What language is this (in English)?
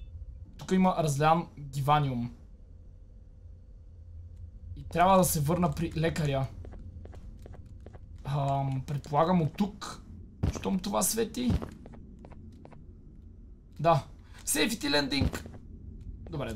Bulgarian